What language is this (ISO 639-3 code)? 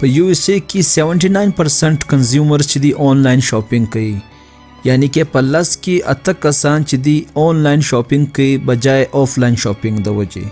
pus